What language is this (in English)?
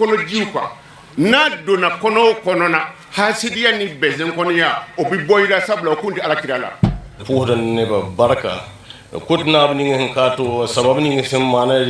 Bambara